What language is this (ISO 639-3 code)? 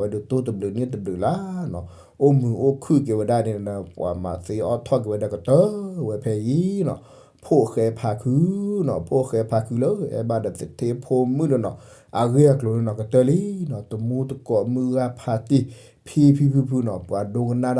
ksw